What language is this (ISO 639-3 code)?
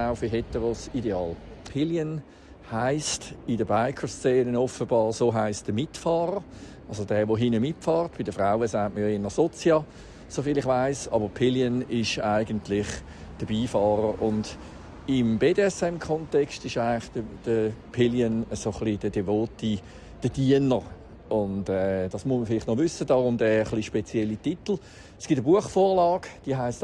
gsw